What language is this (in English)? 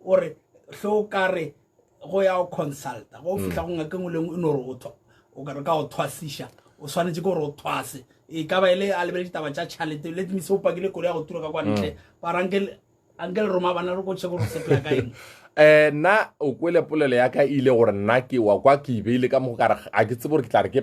Northern Sotho